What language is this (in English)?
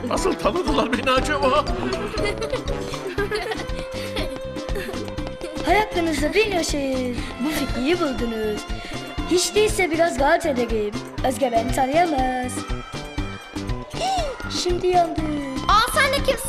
Turkish